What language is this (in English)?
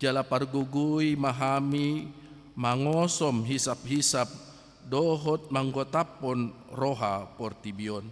Batak Toba